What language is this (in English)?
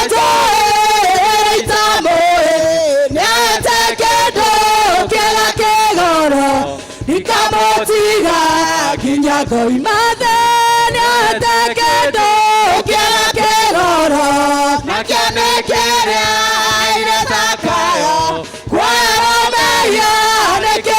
Kikuyu